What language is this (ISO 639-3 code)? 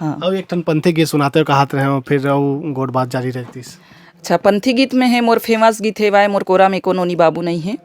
hne